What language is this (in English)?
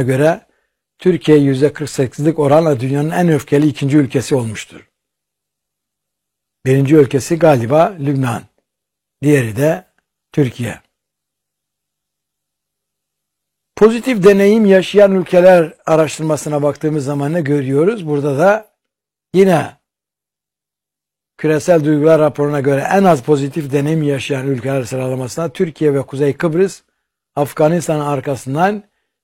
Turkish